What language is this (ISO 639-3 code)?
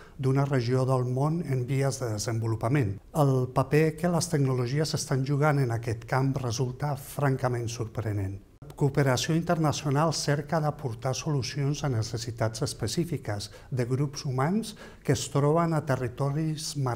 cat